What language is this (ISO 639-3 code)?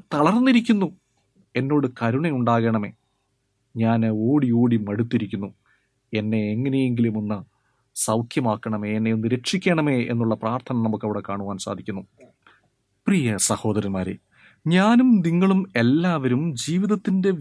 mal